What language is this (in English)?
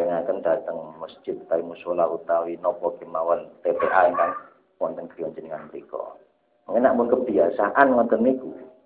Javanese